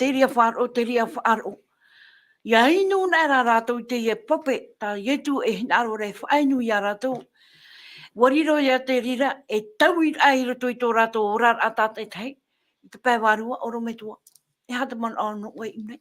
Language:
Tahitian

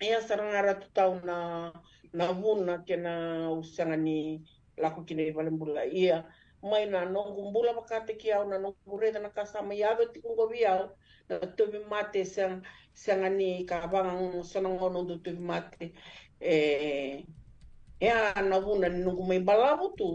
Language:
Fijian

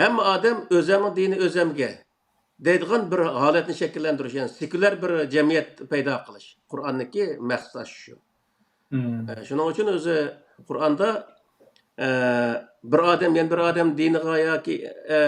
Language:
Uyghur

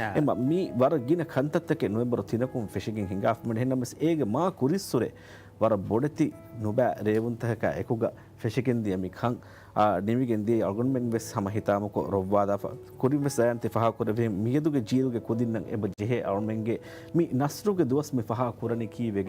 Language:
Divehi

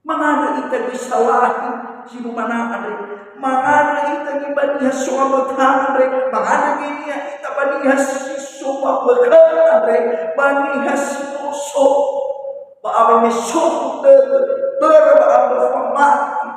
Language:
Nias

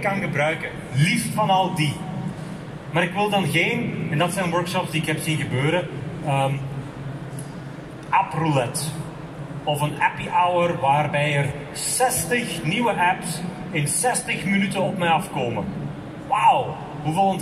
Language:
Dutch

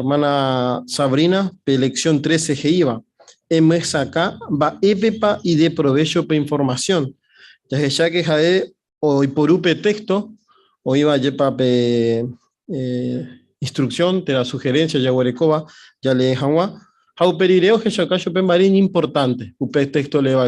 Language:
Guarani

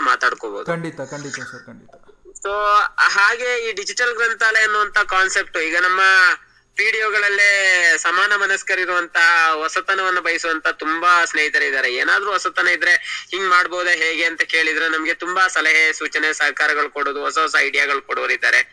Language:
Kannada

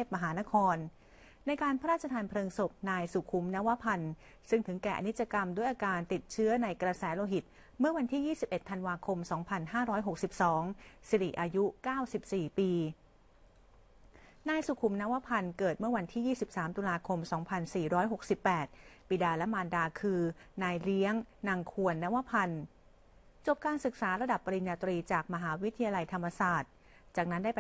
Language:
Thai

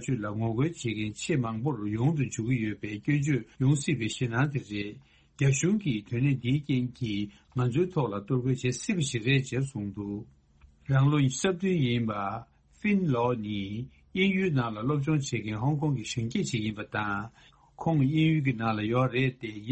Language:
Tibetan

